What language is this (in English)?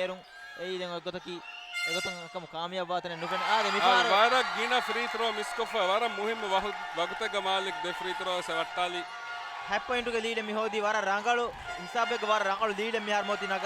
Divehi